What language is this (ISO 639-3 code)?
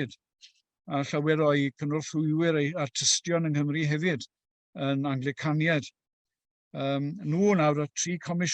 cym